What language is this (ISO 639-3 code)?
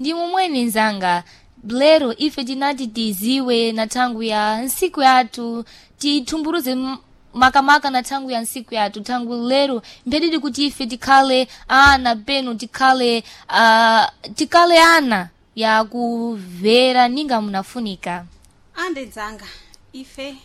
seh